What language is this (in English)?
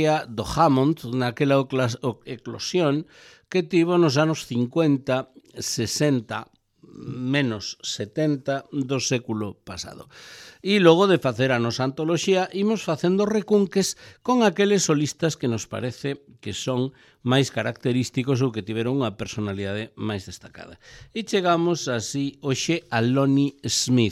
Galician